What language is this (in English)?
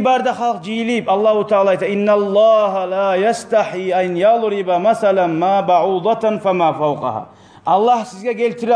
Kumyk